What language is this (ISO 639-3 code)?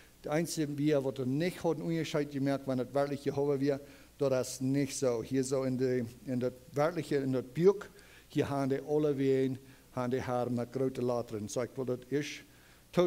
pdt